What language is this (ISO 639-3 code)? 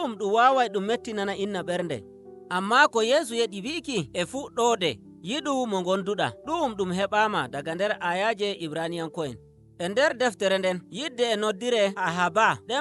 fuv